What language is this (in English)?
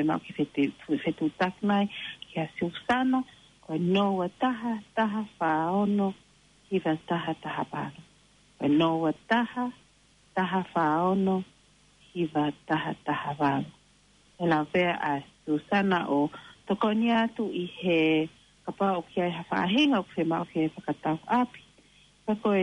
Tongan